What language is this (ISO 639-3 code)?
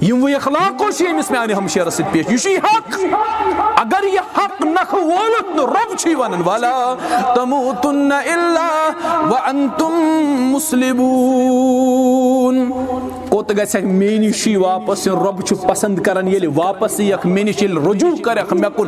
kas